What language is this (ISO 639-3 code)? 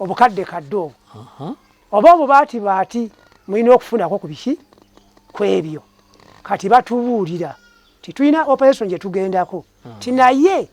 lug